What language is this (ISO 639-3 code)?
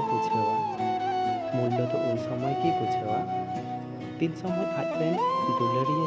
sat